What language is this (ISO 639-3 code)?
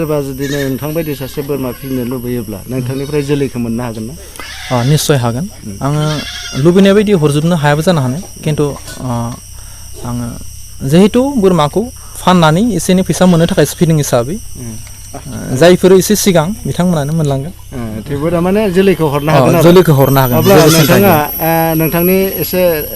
brx